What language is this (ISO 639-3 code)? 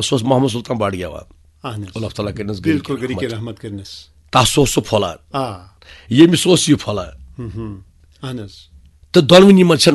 kas